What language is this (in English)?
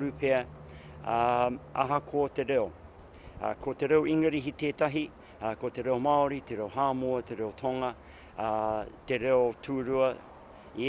Māori